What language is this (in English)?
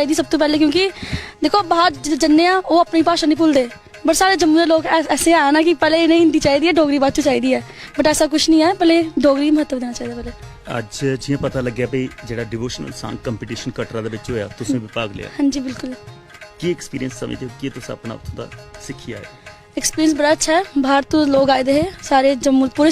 Dogri